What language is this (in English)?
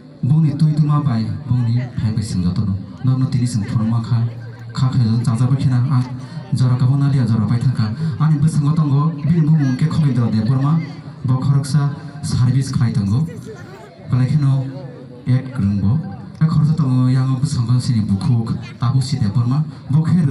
Kok Borok